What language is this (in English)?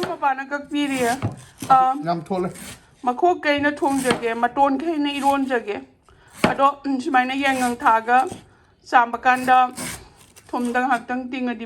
Manipuri